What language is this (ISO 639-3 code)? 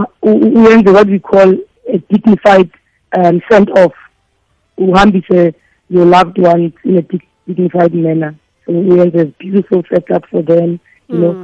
nbl